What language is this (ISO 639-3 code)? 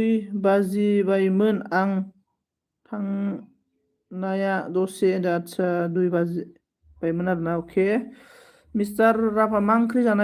brx